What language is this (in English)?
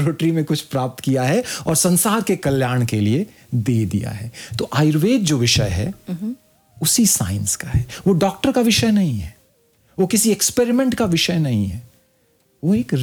Hindi